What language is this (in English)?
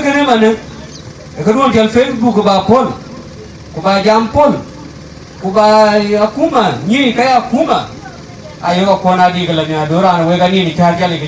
Dinka